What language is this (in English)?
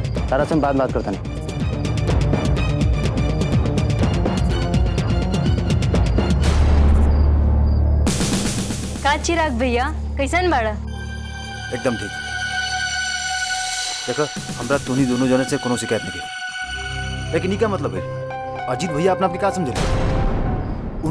Bhojpuri